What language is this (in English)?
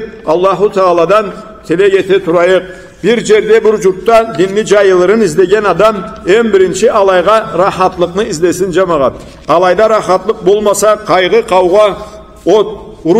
Karachay-Balkar